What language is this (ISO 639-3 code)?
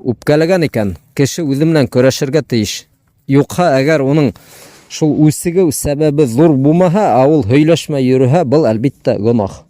bak